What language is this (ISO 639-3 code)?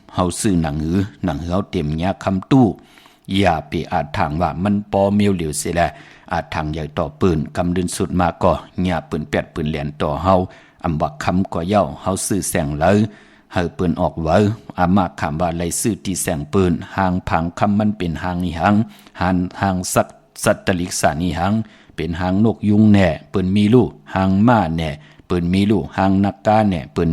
shn